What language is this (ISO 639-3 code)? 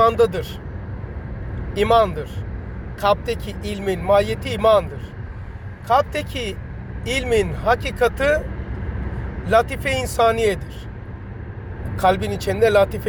tur